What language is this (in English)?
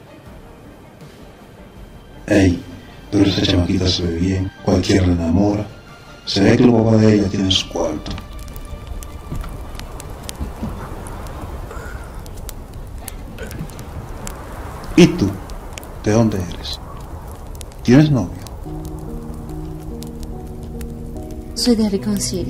Spanish